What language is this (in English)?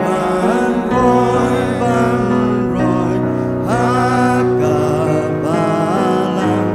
Khasi